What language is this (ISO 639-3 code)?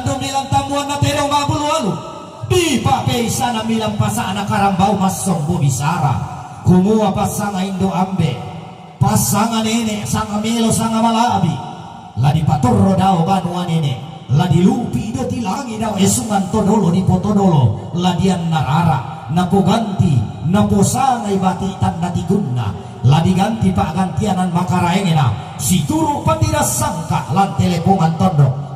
sda